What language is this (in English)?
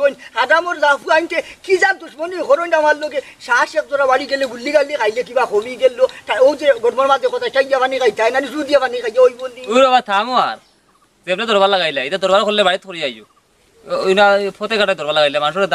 Sylheti